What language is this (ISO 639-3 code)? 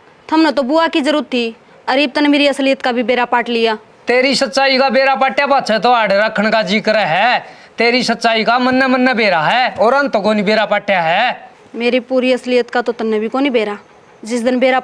bgc